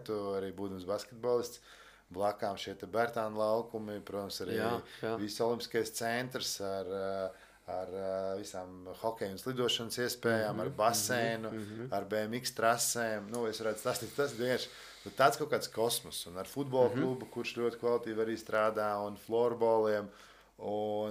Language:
Latvian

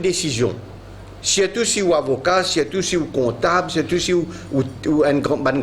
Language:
Morisyen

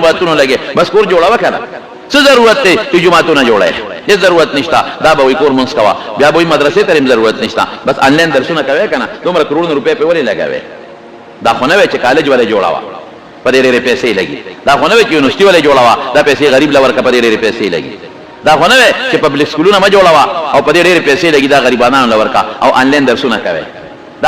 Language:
Pashto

